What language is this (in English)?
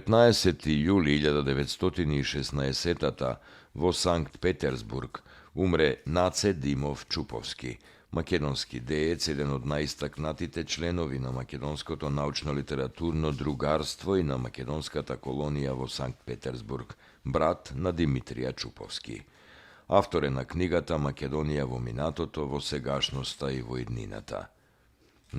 Macedonian